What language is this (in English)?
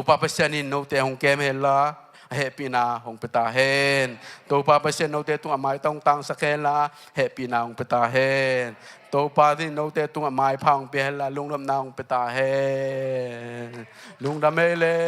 Tedim Chin